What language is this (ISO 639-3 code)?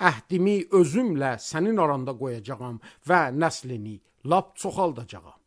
aze